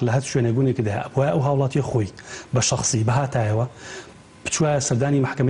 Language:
Central Kurdish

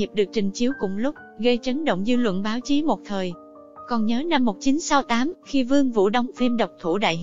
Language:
Vietnamese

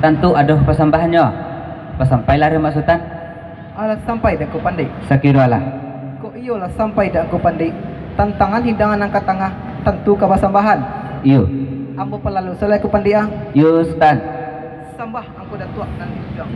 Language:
Minangkabau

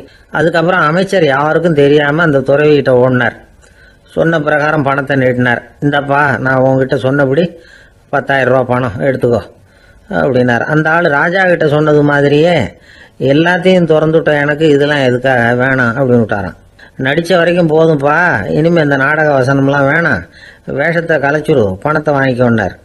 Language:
Tamil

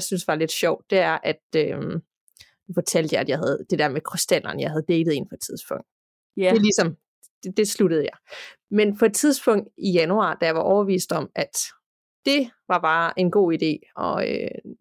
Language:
Danish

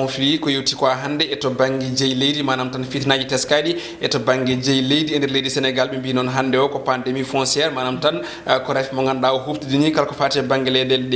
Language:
Fula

